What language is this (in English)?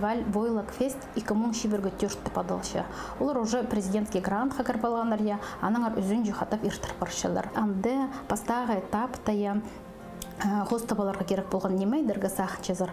Khakas